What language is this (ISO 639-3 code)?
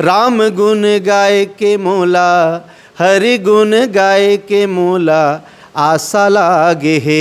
hne